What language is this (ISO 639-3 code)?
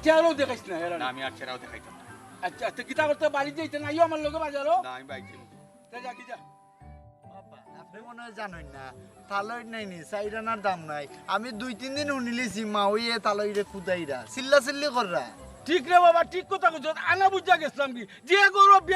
syl